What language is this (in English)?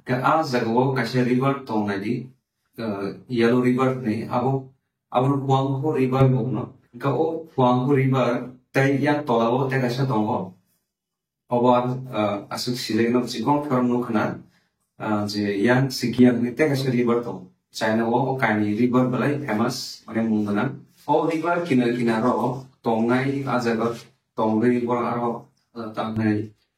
Kok Borok